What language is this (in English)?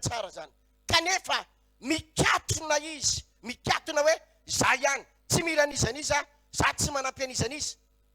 Malagasy